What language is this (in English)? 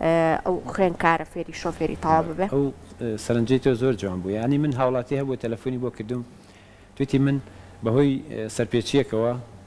Central Kurdish